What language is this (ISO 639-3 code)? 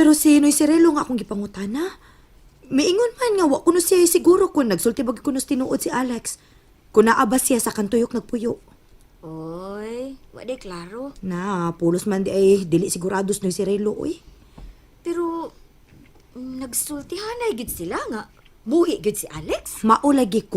ceb